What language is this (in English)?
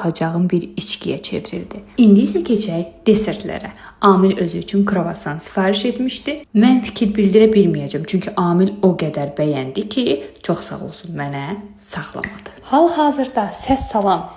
Azerbaijani